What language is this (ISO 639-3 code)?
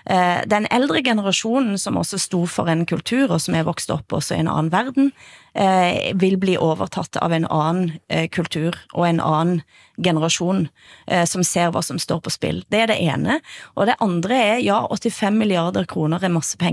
nor